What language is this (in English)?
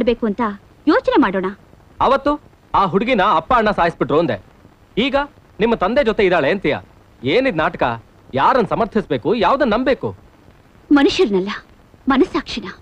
Kannada